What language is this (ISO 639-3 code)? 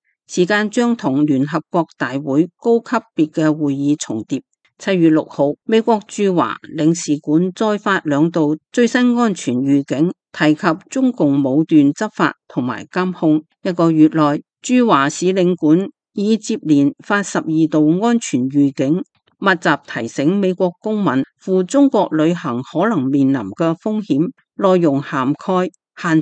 yue